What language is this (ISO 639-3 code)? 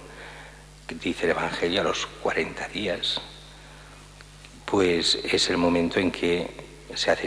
spa